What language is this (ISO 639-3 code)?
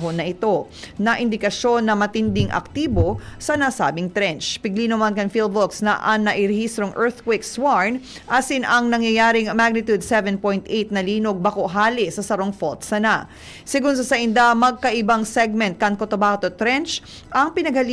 bik